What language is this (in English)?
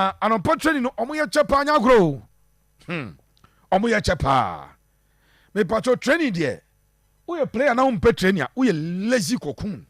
Akan